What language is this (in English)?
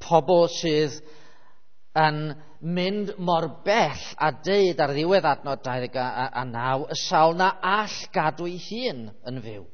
Welsh